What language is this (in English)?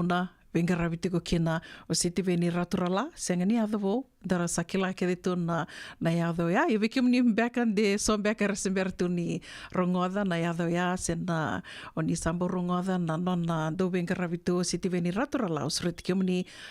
Fijian